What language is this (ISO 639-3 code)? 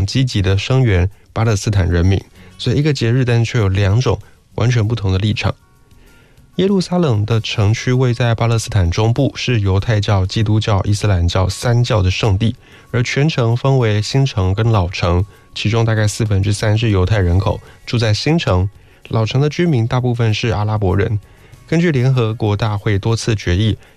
zho